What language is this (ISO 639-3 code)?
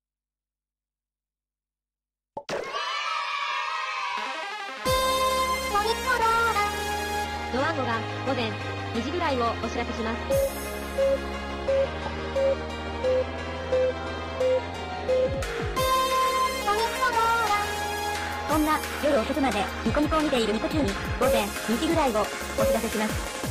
jpn